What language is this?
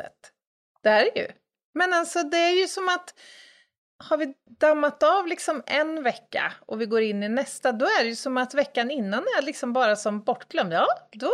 Swedish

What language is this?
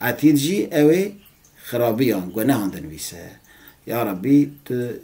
Kurdish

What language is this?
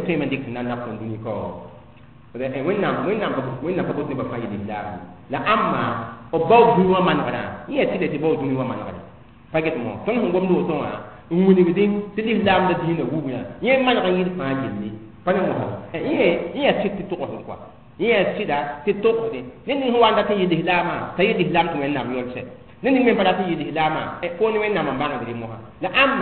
Mossi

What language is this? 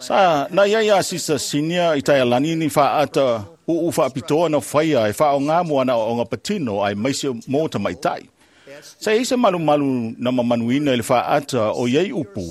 Samoan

